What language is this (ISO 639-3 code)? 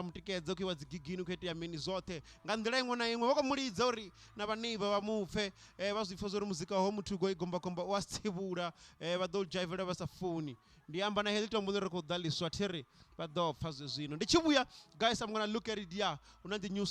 ven